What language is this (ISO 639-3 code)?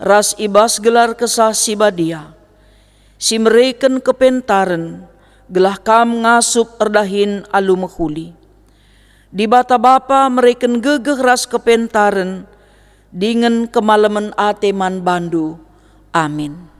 btx